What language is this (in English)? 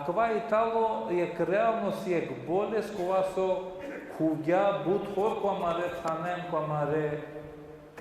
Balkan Romani